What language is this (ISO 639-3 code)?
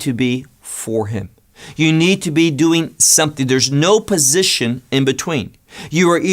eng